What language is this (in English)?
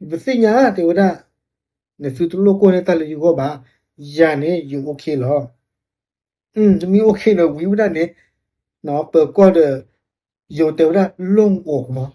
S'gaw Karen